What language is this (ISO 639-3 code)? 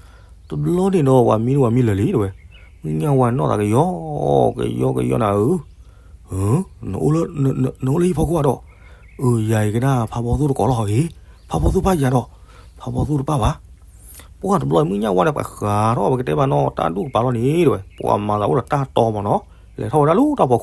ksw